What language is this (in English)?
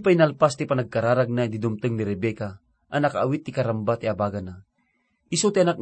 Iloko